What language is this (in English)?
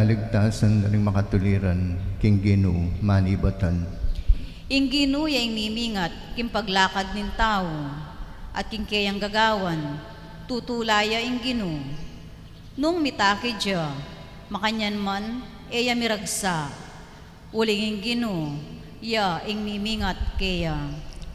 Pampanga